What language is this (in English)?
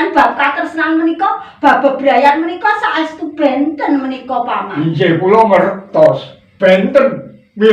Javanese